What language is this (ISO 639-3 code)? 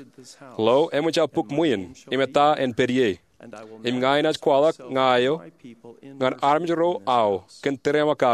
mah